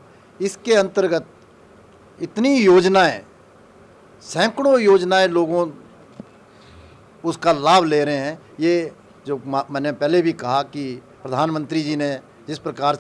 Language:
Hindi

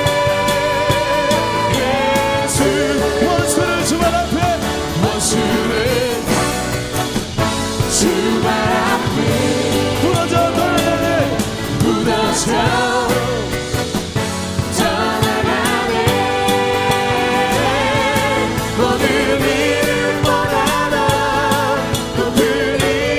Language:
Korean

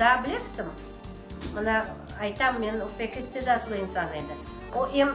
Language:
Crimean Tatar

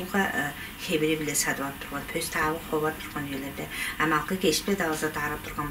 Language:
Tuvinian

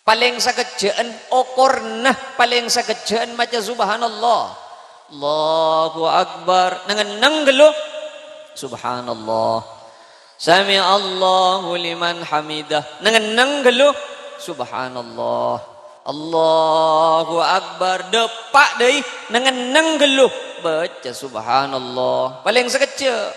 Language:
Madurese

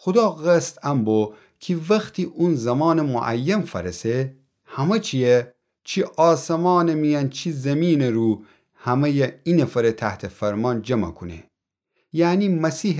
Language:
Gilaki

